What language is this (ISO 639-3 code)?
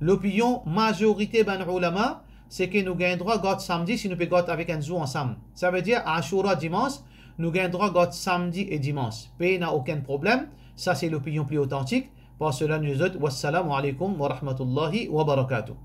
mfe